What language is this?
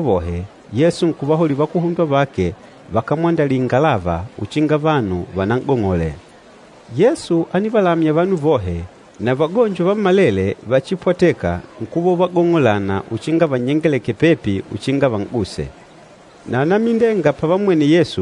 Makonde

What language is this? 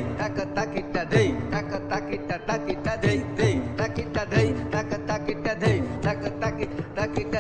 Hindi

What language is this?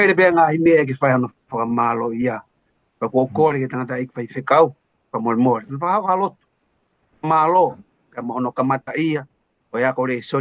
Tongan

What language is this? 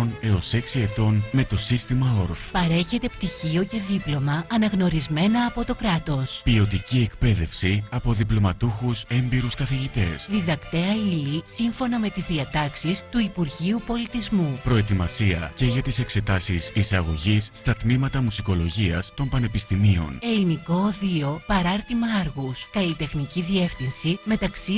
Greek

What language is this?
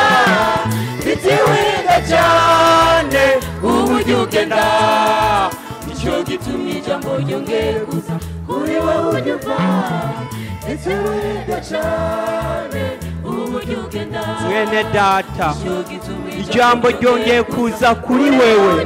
Rundi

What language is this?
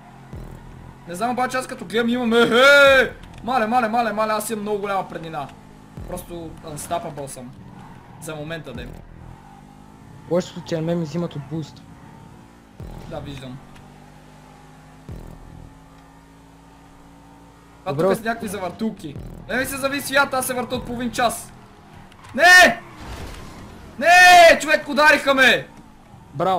Bulgarian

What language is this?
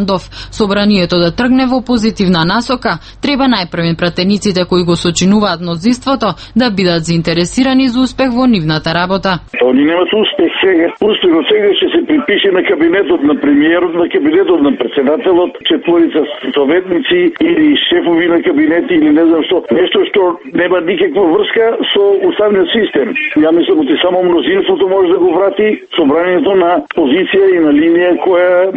Macedonian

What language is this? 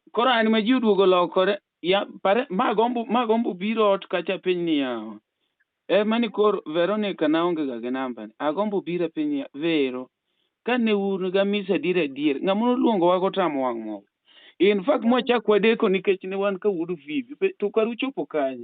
Luo (Kenya and Tanzania)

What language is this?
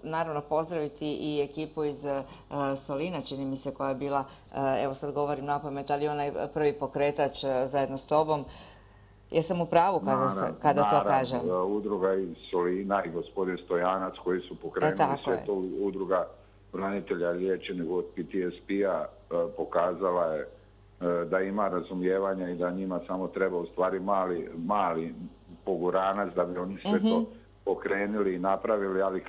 Croatian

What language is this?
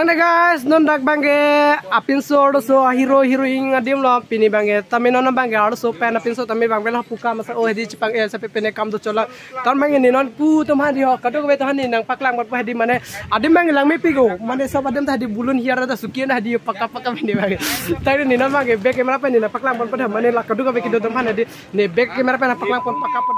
Karbi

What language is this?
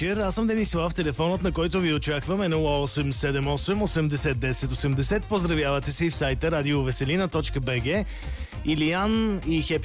Bulgarian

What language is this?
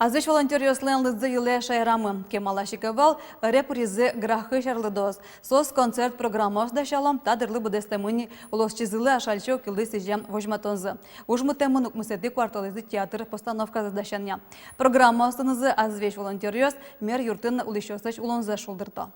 Udmurt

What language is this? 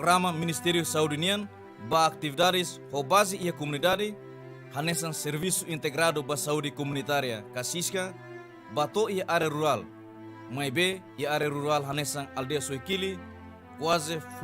Tetum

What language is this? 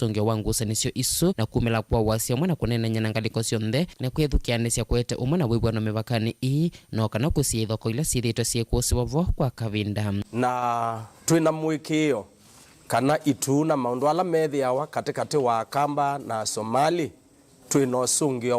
Kamba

